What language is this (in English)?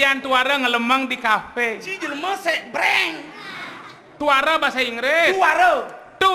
Balinese